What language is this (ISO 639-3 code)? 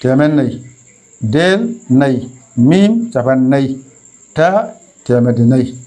ful